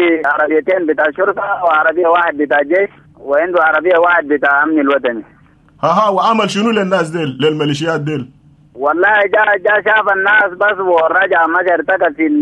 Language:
Sudanese Arabic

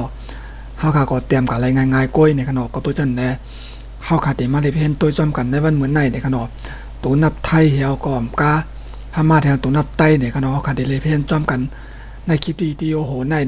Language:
Shan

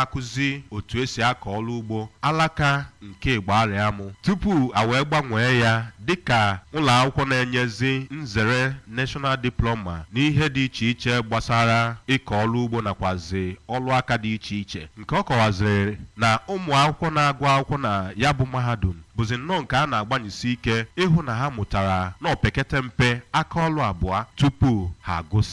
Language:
Igbo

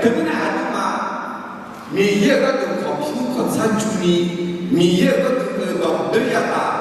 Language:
Akha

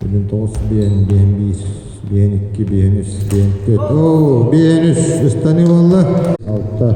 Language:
Yakut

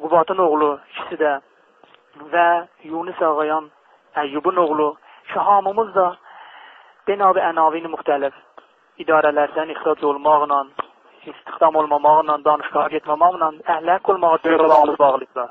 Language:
South Azerbaijani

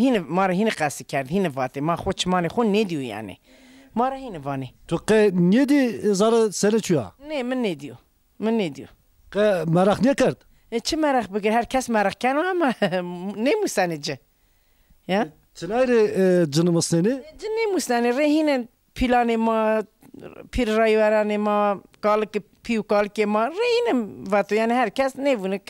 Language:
Zaza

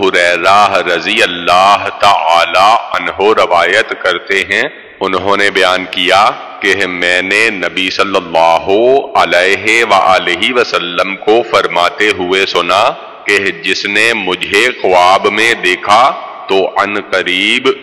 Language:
Urdu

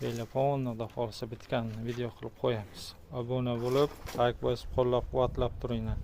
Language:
Uzbek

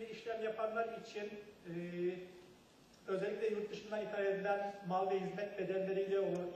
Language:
Turkish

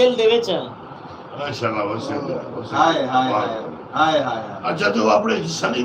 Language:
Saraiki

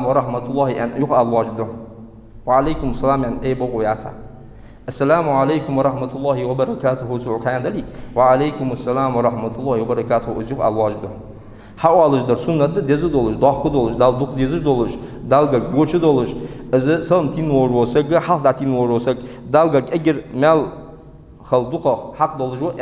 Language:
Ingush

